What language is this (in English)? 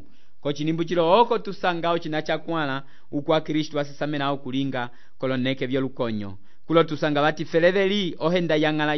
Umbundu